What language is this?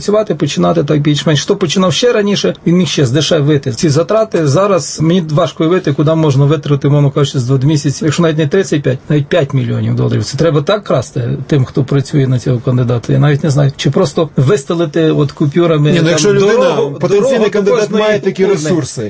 Ukrainian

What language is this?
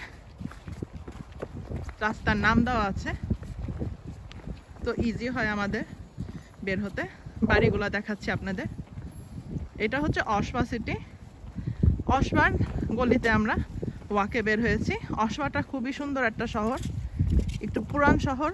Bangla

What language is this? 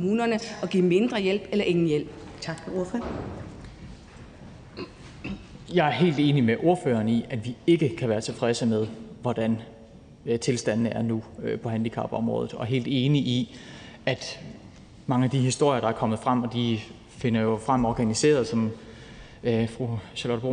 Danish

